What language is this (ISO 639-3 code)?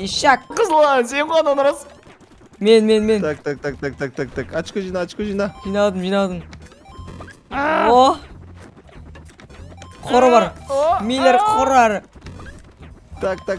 kaz